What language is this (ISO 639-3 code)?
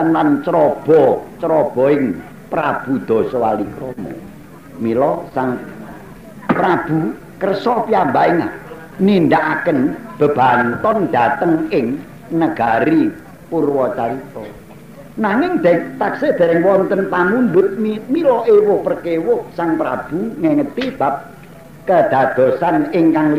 jav